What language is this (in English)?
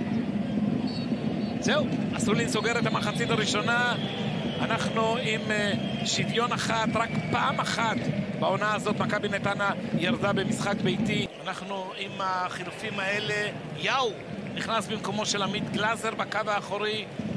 Hebrew